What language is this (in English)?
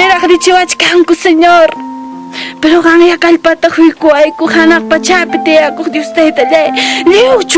Ayacucho Quechua